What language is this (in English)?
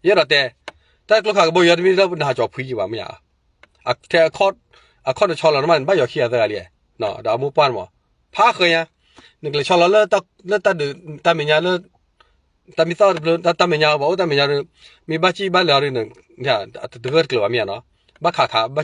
S'gaw Karen